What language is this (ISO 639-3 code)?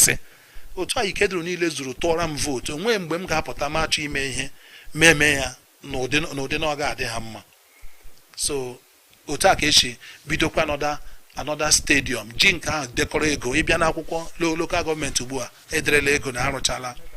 ibo